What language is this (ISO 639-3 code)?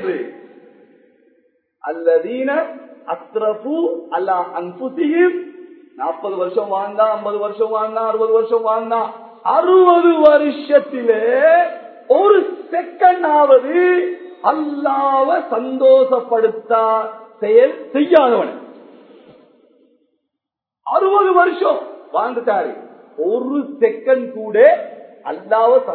tam